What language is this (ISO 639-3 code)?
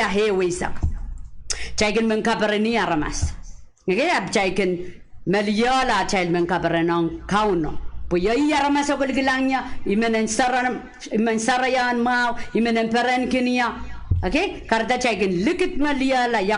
pon